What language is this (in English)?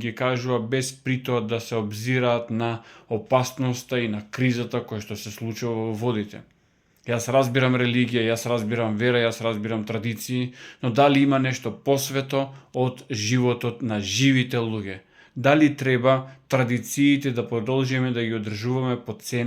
Macedonian